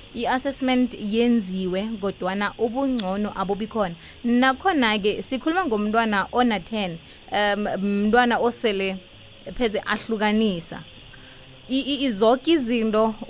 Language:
South Ndebele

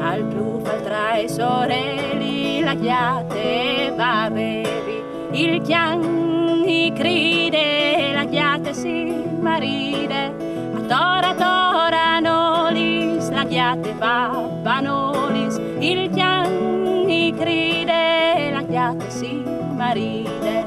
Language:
Friulian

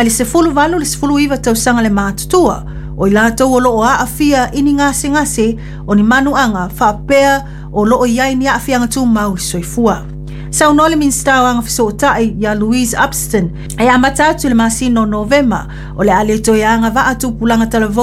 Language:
Samoan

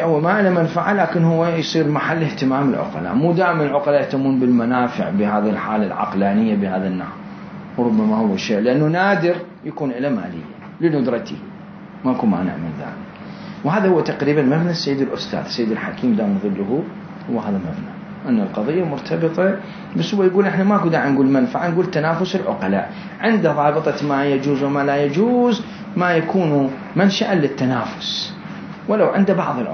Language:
Mesopotamian Arabic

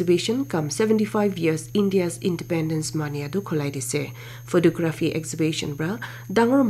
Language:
Naga Pidgin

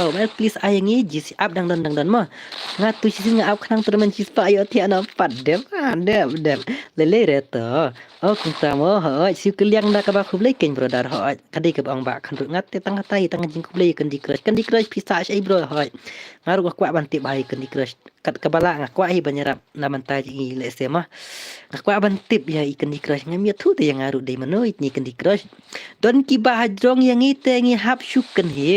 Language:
Khasi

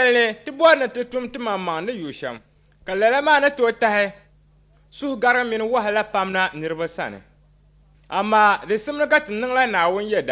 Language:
Dagbani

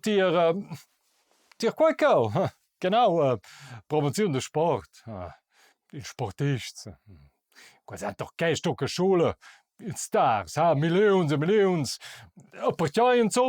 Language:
Romansh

